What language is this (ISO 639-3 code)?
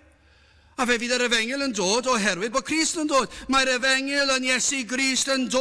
cym